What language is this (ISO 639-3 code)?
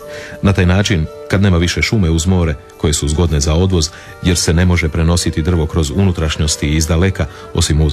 hrv